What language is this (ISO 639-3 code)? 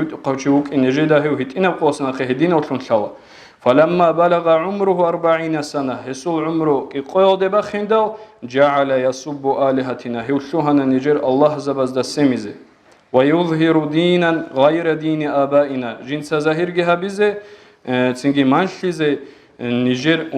ava